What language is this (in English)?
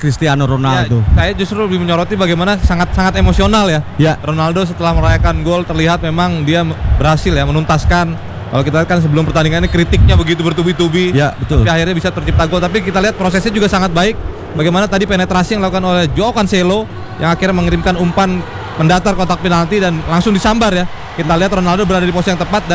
Indonesian